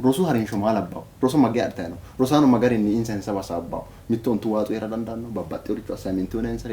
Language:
Sidamo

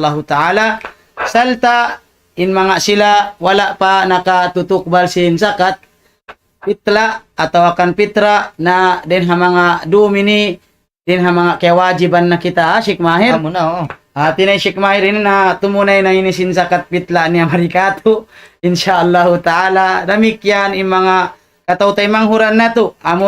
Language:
Tausug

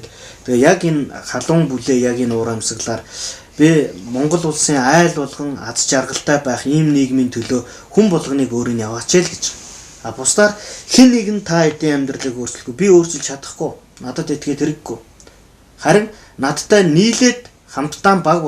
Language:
Mongolian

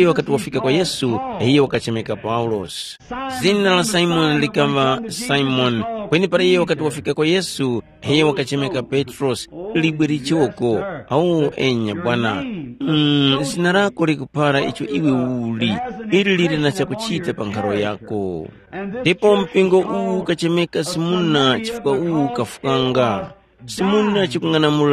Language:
Tumbuka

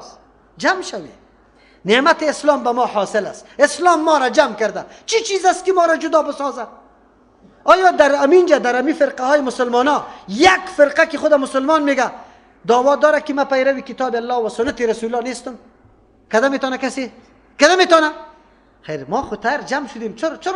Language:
Persian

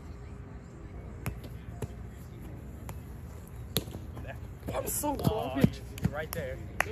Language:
English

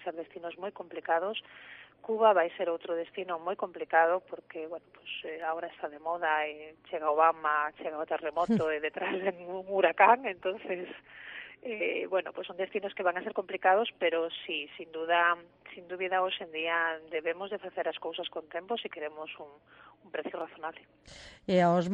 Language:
Galician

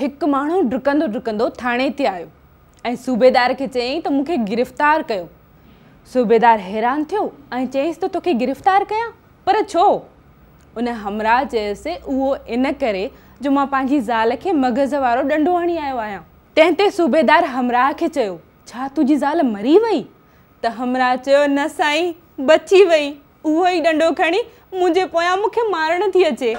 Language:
Sindhi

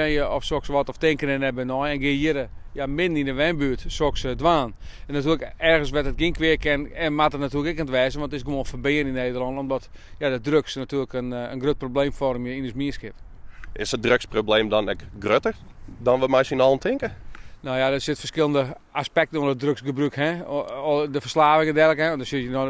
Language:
Western Frisian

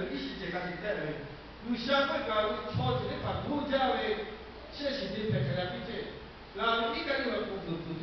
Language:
Lahu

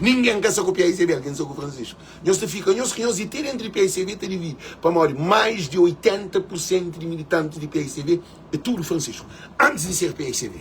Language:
Kabuverdianu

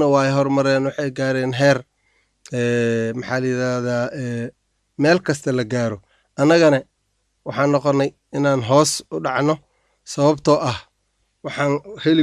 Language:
Somali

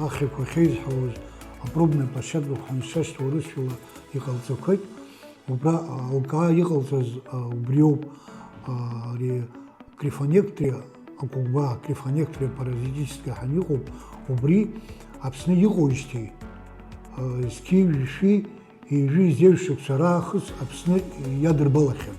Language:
Abkhazian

